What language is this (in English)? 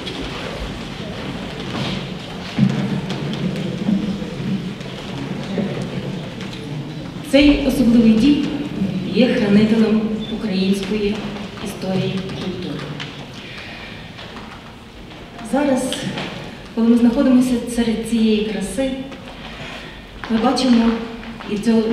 Ukrainian